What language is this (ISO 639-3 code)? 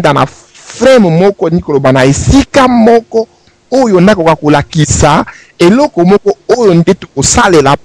lin